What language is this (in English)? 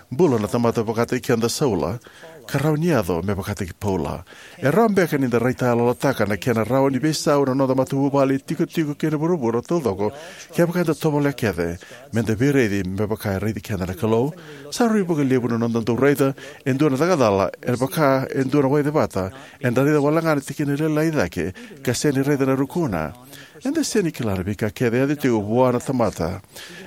Fijian